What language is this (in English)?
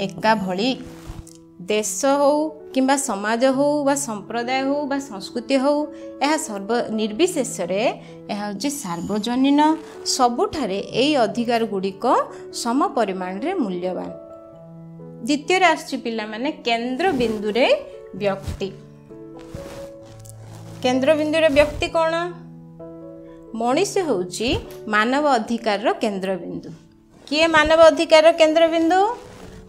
Odia